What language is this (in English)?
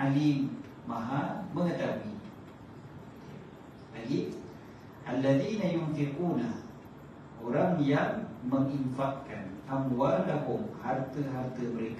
Malay